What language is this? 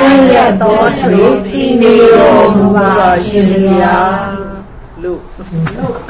Burmese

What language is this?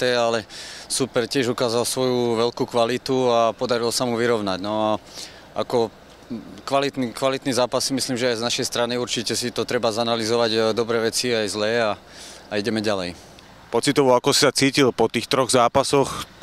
Slovak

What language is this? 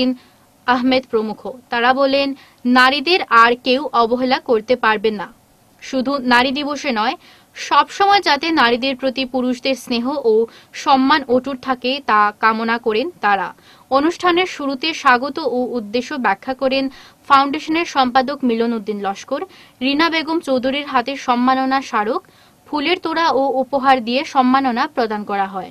Bangla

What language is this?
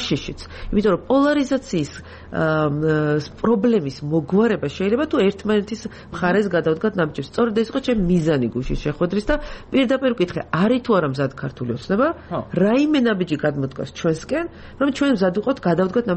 Georgian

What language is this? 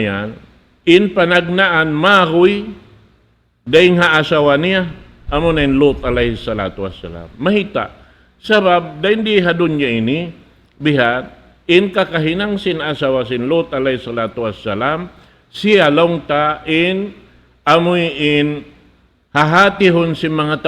Tausug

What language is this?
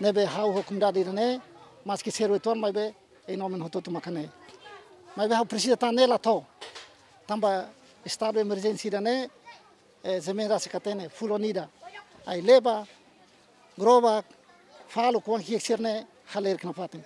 Tetum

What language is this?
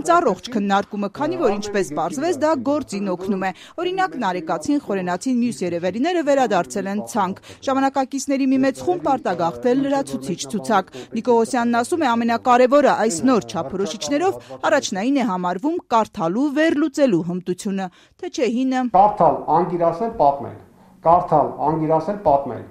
Armenian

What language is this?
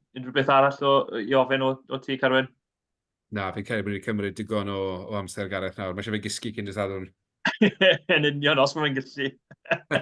Welsh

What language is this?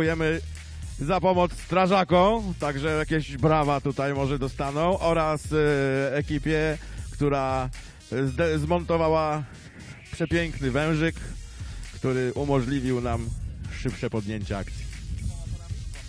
Polish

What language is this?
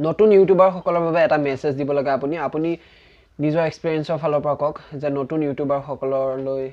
Assamese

